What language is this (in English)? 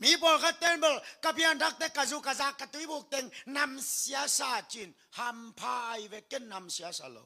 Tedim Chin